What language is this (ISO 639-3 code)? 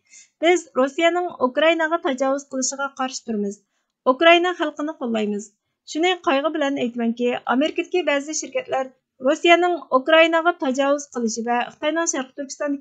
uig